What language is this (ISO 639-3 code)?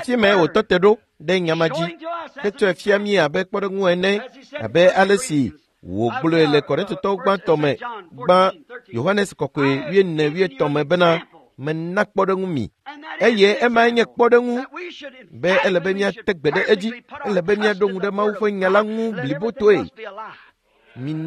ewe